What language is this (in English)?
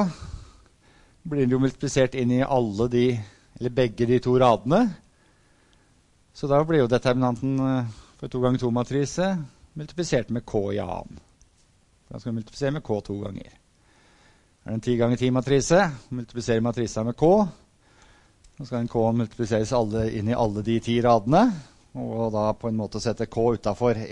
Norwegian